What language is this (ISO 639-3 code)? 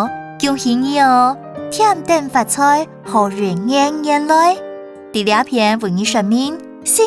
hak